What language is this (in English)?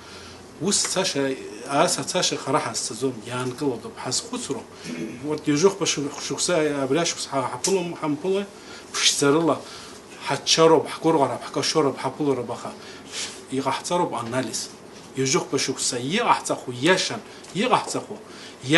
Abkhazian